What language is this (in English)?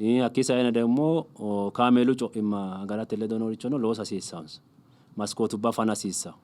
Sidamo